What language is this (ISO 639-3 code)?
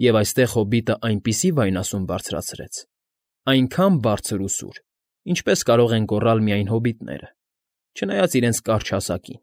hye